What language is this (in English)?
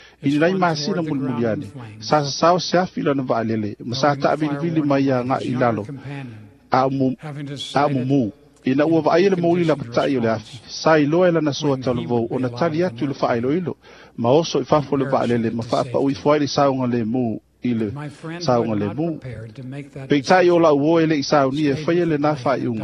Samoan